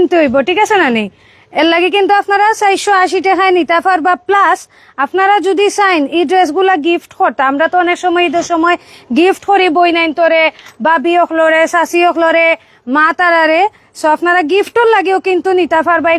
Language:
Sylheti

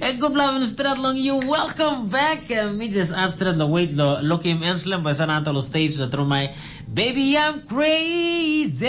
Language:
Tok Pisin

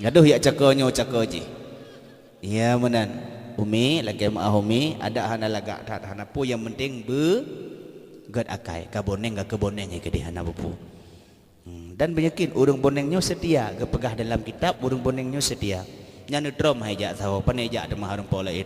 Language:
Achinese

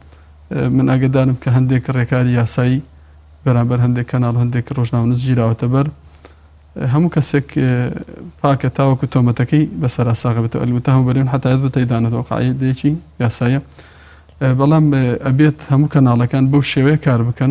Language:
Central Kurdish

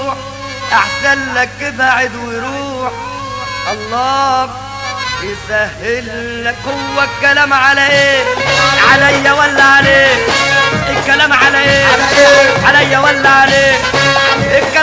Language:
Egyptian Arabic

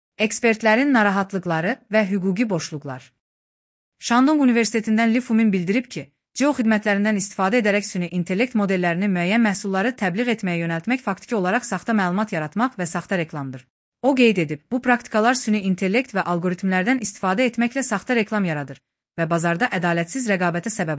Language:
Azerbaijani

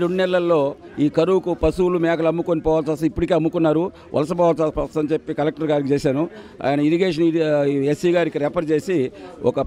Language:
Telugu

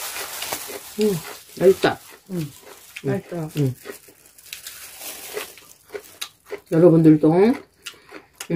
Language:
Korean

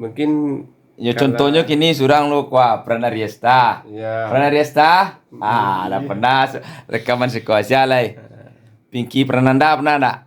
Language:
Minangkabau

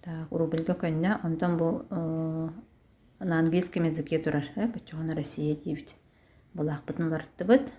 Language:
Yakut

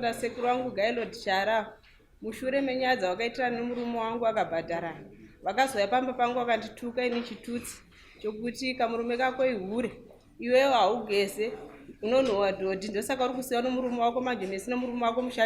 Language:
Shona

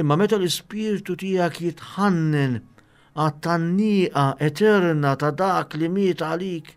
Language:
Maltese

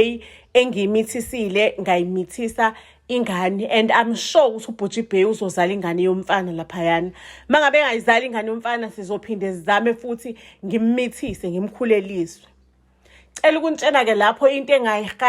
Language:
Zulu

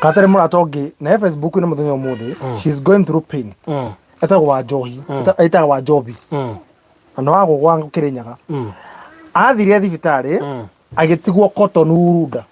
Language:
Kikuyu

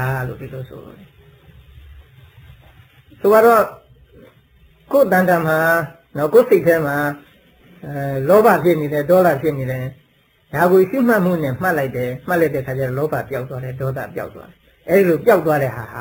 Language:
Burmese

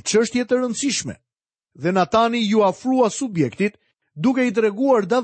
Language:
Albanian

